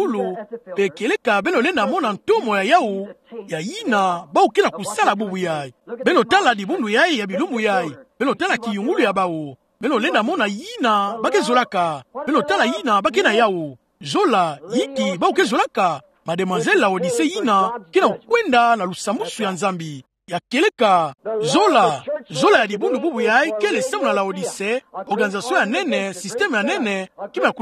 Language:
Kituba (Democratic Republic of Congo)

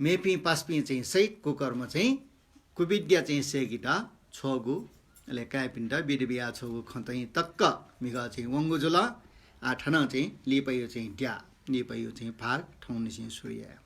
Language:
Newari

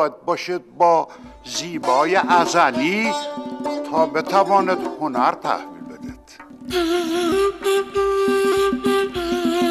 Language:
Persian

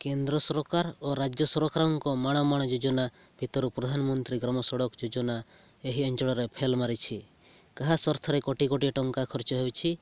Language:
Odia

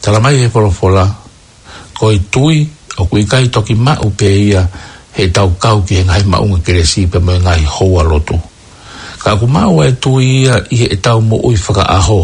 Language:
Tongan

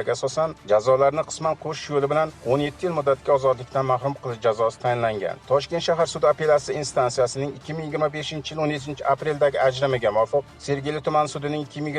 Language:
Uzbek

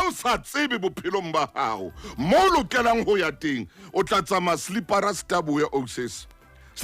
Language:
Southern Sotho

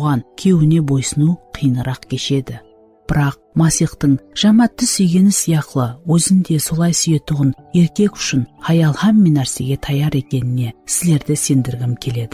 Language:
Kara-Kalpak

